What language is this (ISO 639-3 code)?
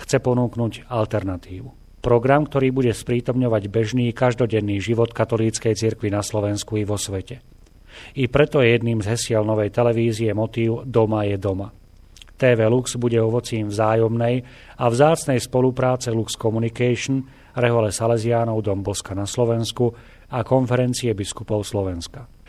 slk